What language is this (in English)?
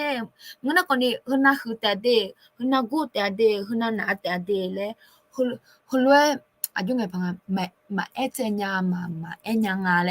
Akha